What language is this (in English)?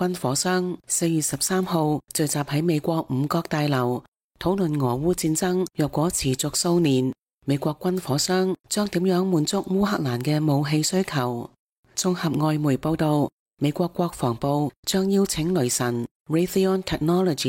Cantonese